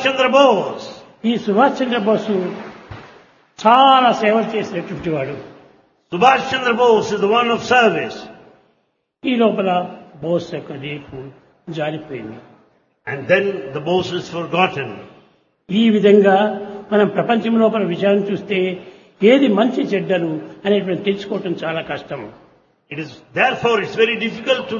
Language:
Telugu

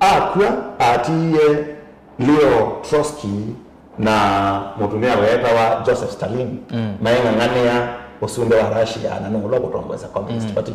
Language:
Kamba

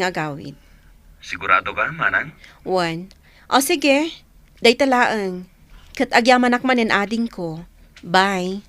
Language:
Iloko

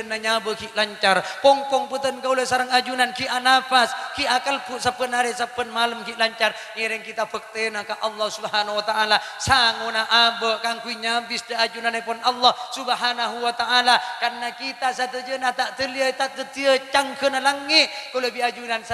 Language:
Madurese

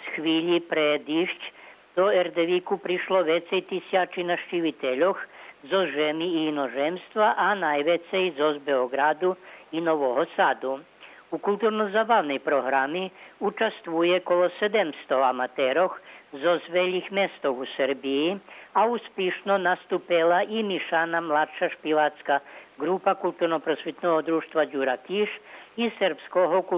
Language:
Rusyn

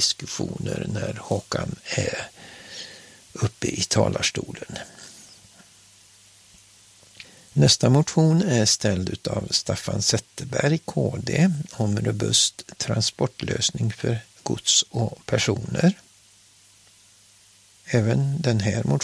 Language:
Swedish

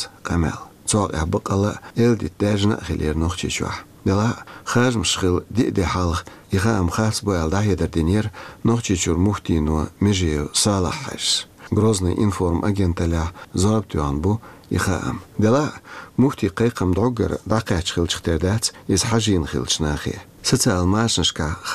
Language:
Chechen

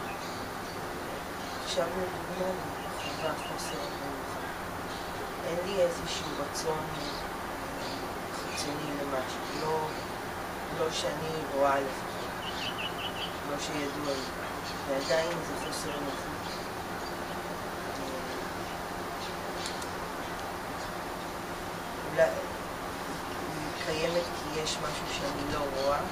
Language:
Hebrew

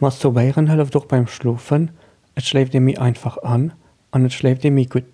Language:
Luxembourgish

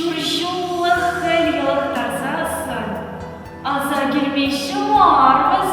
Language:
Chuvash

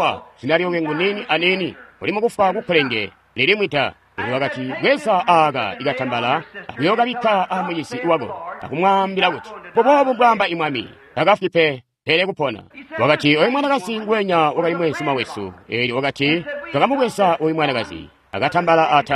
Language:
Tonga (Zambia)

